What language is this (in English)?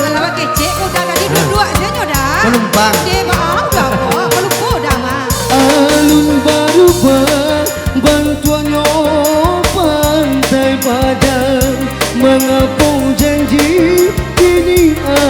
Minangkabau